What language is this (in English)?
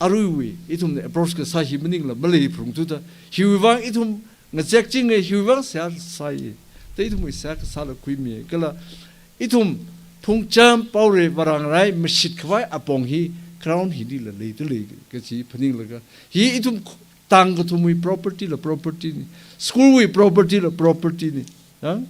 Tangkhul Naga (India)